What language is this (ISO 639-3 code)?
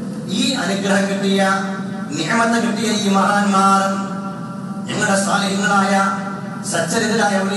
mal